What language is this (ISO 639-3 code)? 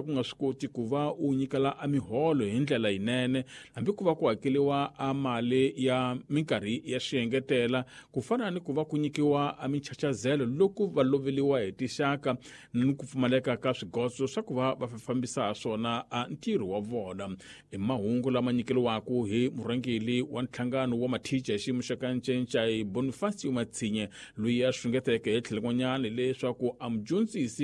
tso